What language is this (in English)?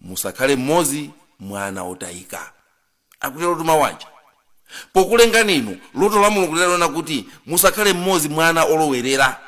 Nyanja